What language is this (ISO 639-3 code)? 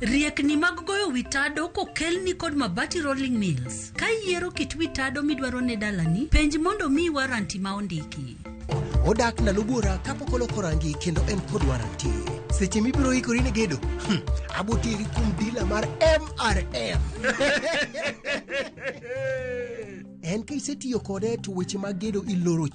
luo